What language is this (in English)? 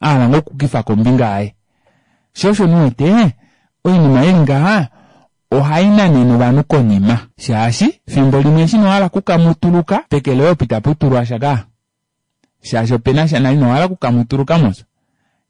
Kuanyama